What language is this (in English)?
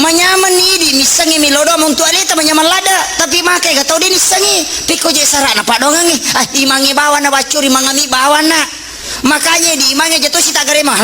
Buginese